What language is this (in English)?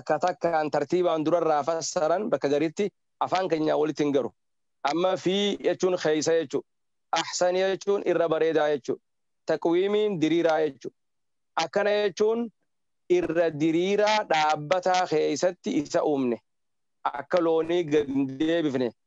Oromo